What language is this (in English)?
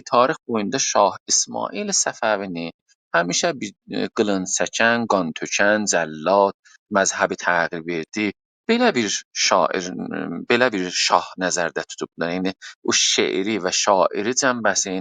South Azerbaijani